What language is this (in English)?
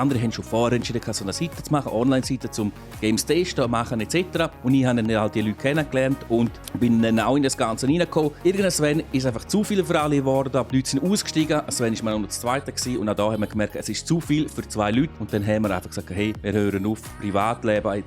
Swiss German